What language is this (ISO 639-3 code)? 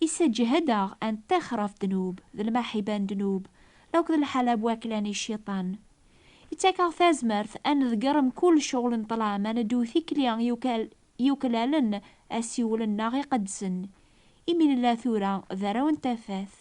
kab